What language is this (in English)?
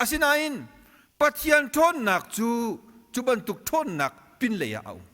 Hakha Chin